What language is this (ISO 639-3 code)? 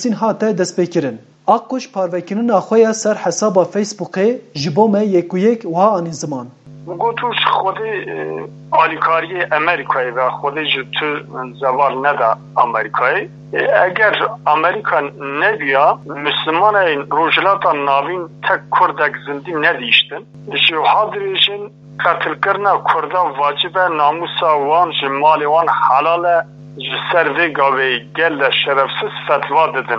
kur